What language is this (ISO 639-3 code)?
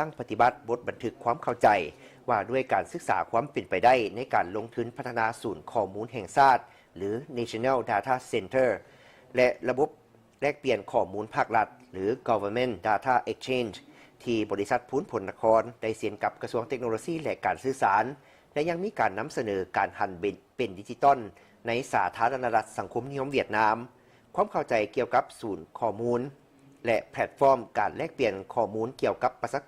lao